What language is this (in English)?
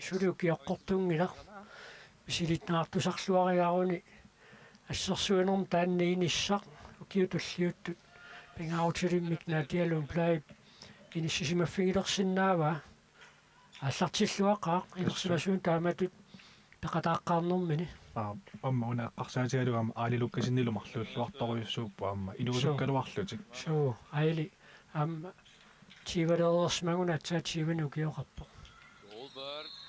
Kalaallisut